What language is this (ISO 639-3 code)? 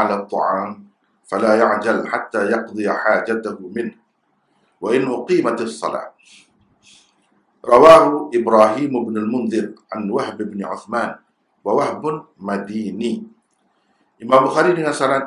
msa